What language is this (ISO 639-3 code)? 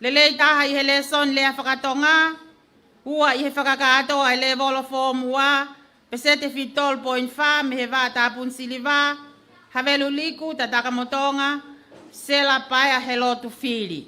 ton